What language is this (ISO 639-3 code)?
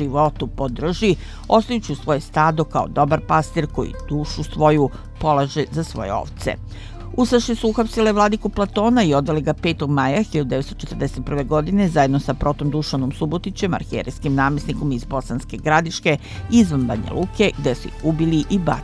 srp